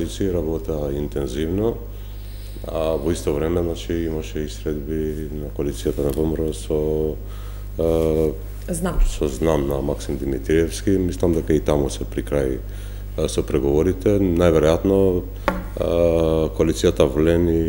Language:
Macedonian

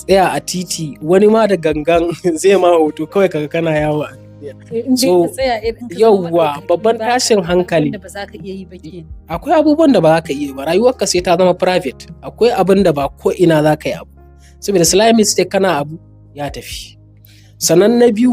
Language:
Hausa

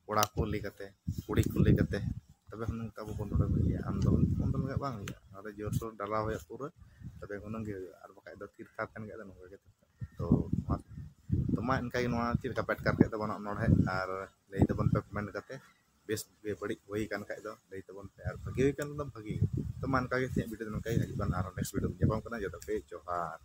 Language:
Santali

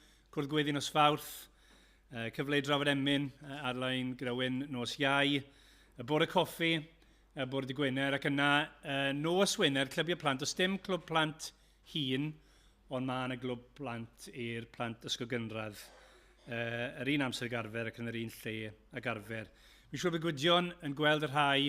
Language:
Welsh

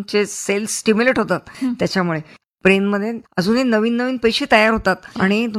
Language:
Marathi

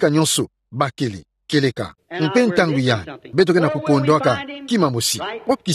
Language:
Kituba (Democratic Republic of Congo)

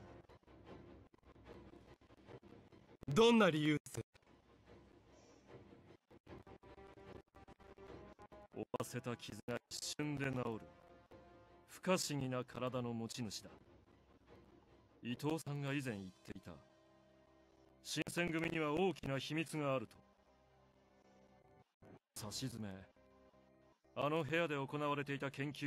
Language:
Japanese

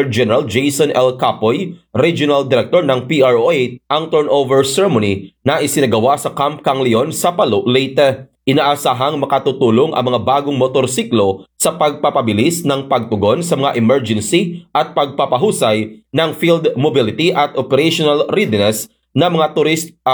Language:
Filipino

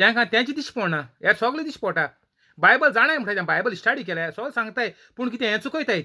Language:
Konkani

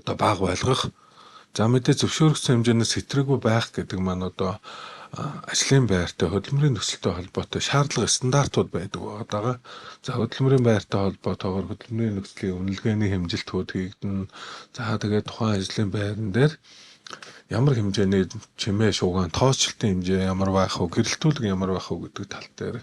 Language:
Mongolian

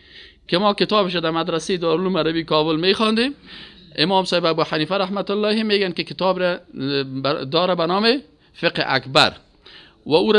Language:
Persian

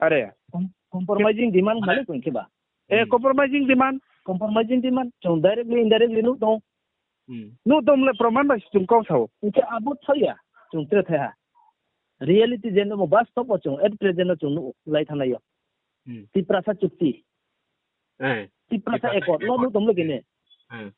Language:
Riang (India)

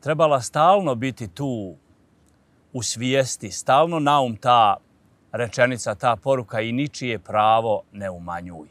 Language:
Bosnian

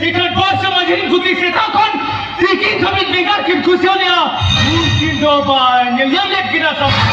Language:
Santali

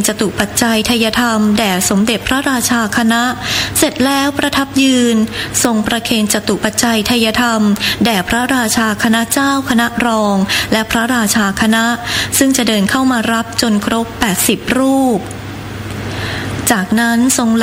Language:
Thai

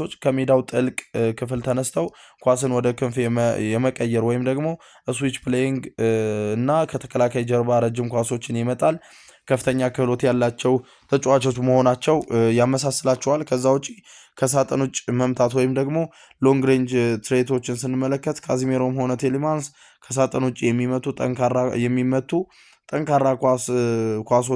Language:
Amharic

